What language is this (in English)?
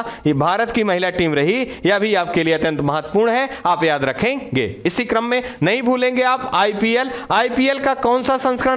Hindi